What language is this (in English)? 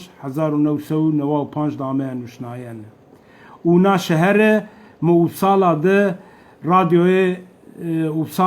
Zaza